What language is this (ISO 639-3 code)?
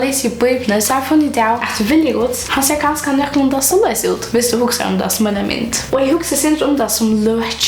fao